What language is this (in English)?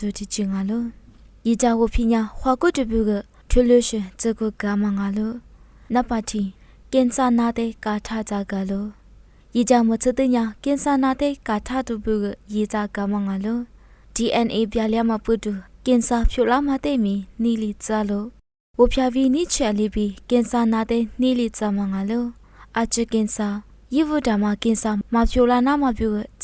Lisu